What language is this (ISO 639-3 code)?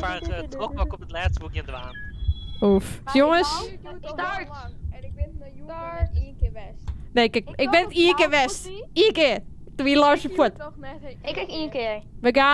fry